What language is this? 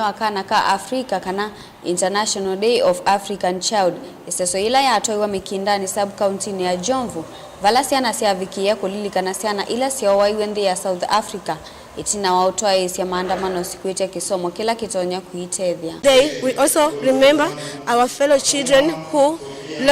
Kamba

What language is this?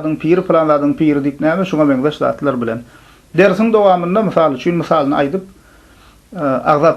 Turkmen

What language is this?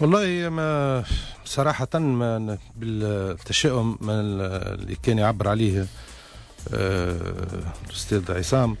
Tunisian Arabic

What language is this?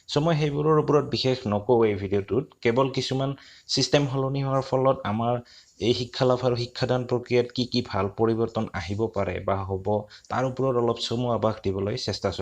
Assamese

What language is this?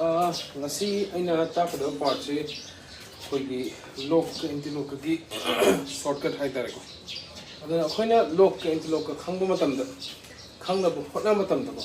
Manipuri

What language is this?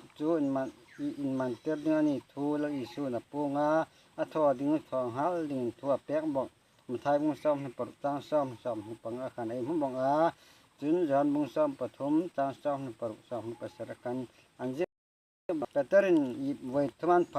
Hmar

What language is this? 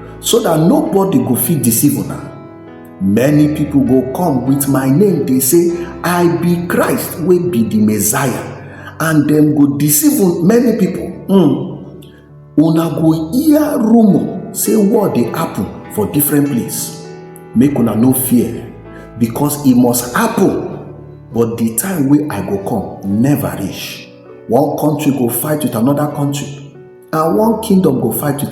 Nigerian Pidgin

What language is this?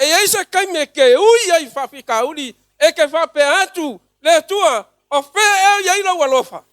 Samoan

